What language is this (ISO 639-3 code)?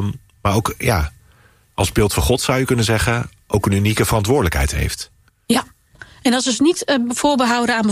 nld